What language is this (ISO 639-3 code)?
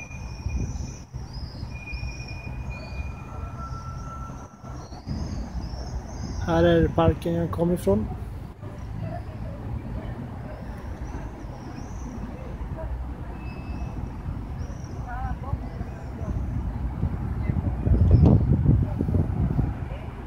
swe